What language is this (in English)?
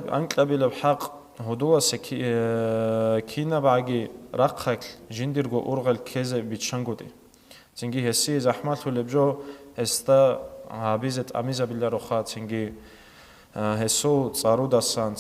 Avaric